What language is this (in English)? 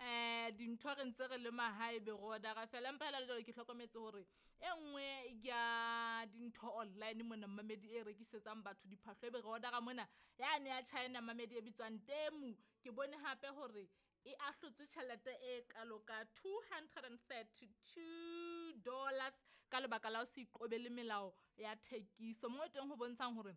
Southern Sotho